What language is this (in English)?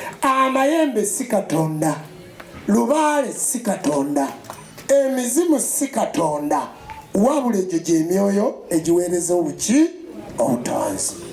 Ganda